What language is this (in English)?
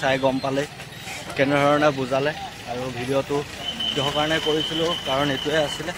Assamese